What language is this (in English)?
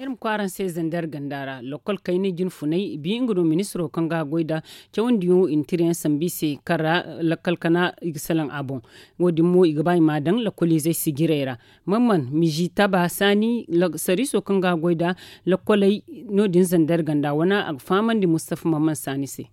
Zarma